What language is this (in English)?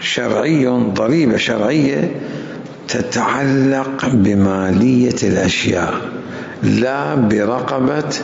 Mesopotamian Arabic